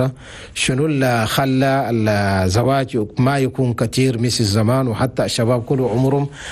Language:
Chadian Arabic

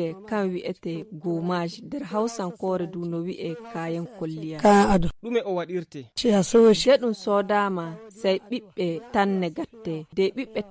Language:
Nigerian Fulfulde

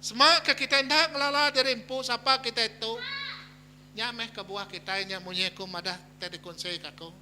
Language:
Iban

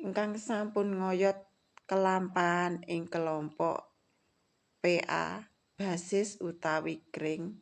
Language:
Javanese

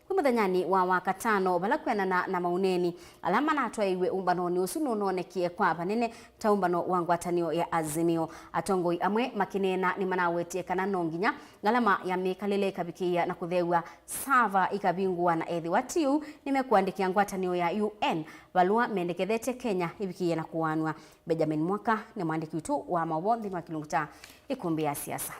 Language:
Kamba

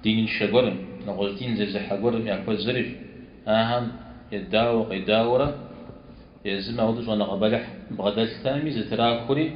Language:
Kabardian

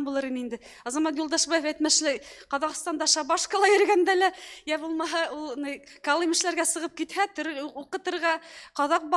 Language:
Bashkir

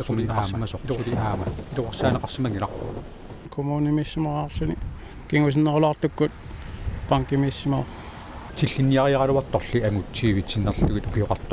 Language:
Kalaallisut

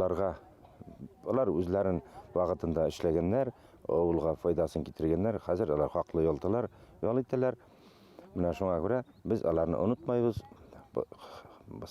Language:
Bashkir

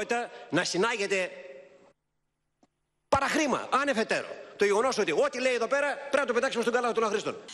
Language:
Greek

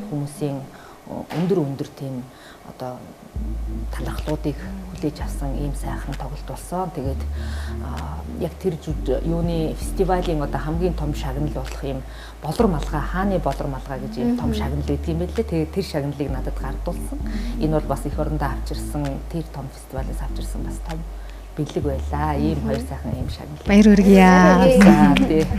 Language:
Mongolian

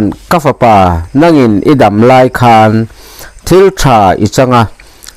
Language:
Mizo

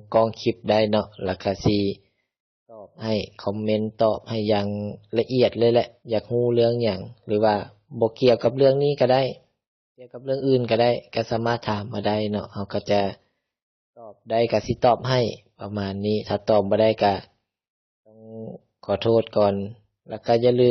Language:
Lao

